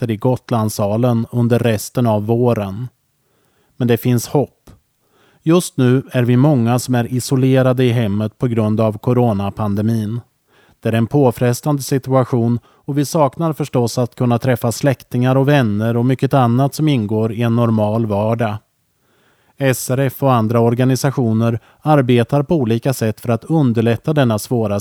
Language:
Swedish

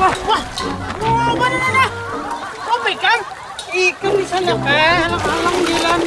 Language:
Banjar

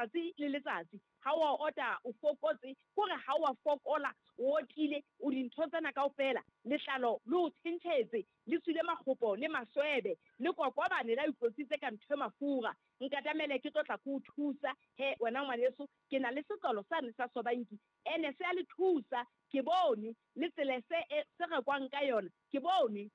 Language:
Southern Sotho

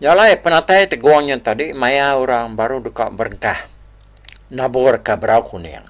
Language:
Iban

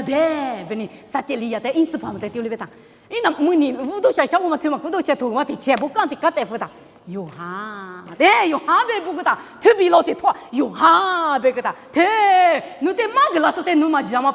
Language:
Lisu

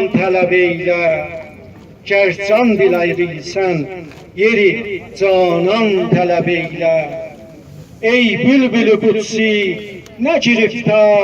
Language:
South Azerbaijani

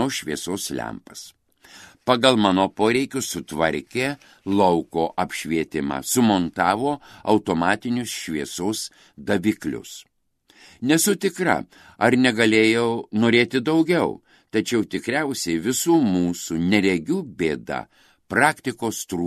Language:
Lithuanian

